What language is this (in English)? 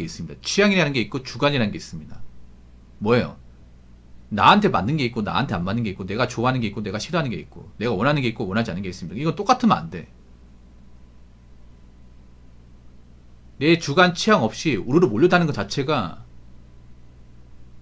Korean